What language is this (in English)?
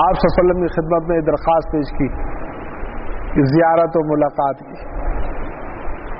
Urdu